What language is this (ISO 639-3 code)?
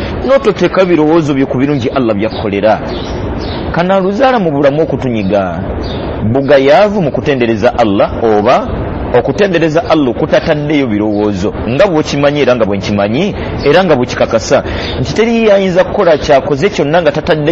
lug